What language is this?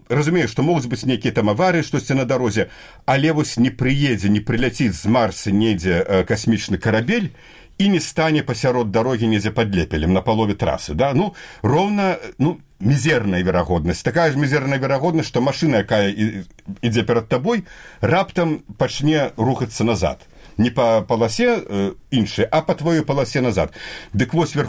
Belarusian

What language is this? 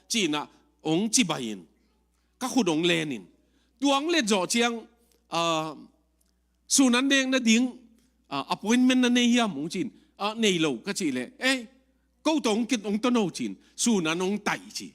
Tedim Chin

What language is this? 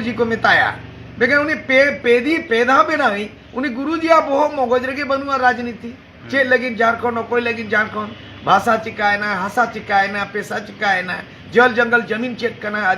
Santali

